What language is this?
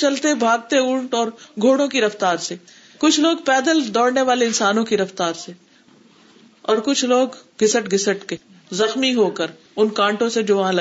Urdu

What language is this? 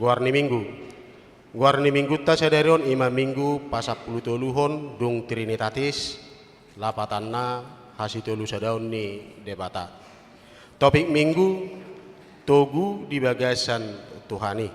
Batak Toba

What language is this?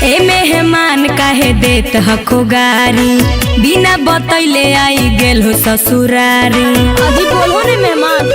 Magahi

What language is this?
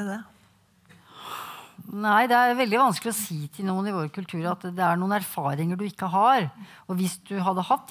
Norwegian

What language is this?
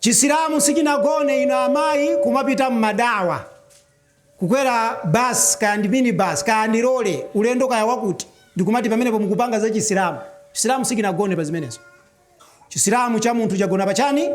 Nyanja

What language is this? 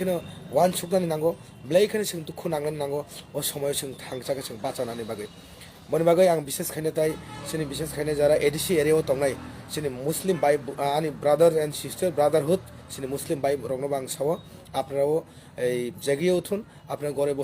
Kok Borok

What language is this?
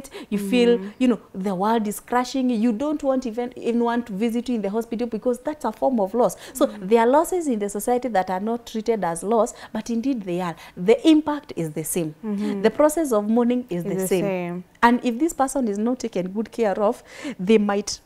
English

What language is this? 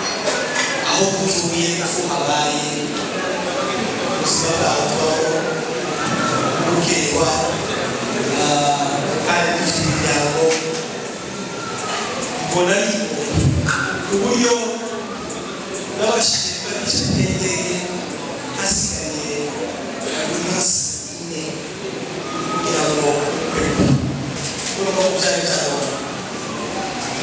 Kinyarwanda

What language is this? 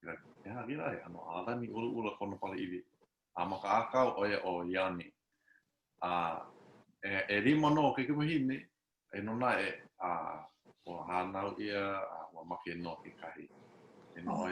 Hawaiian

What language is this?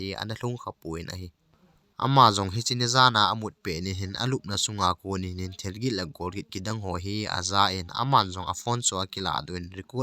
Thado Chin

